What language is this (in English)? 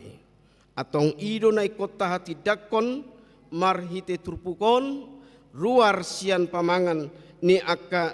Batak Toba